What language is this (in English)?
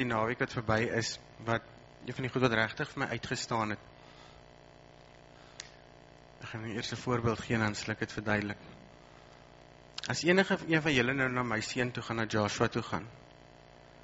Afrikaans